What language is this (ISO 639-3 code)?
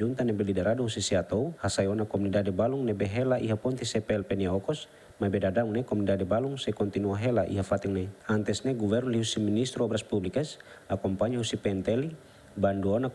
tet